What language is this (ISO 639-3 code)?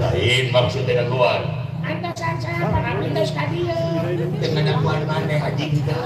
sun